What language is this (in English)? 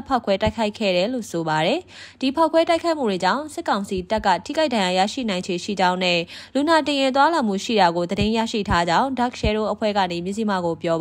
Burmese